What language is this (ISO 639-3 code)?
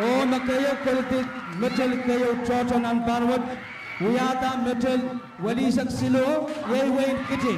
pon